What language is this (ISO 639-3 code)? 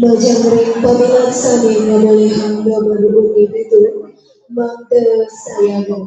ban